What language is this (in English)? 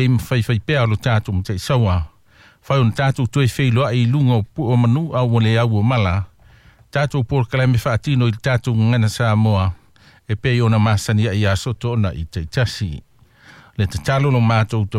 Samoan